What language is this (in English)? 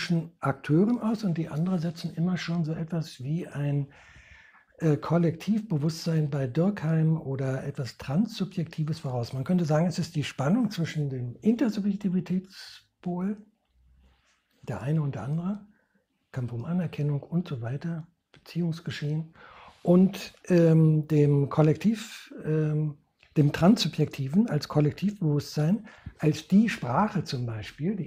German